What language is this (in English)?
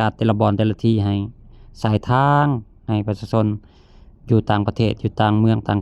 Lao